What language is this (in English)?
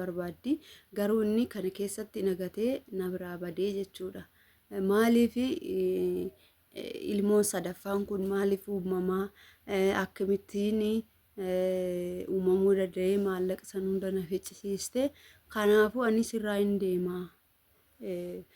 Oromo